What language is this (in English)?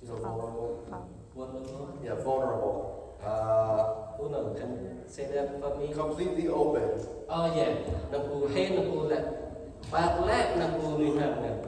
Central Mnong